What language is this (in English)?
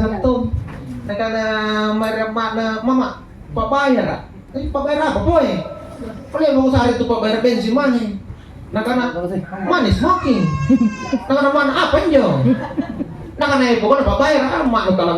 Makasar